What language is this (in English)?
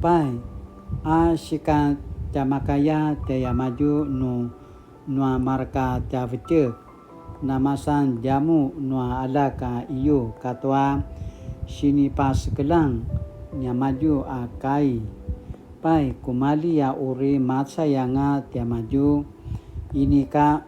Paiwan